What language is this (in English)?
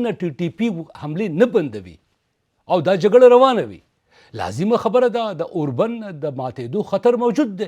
Pashto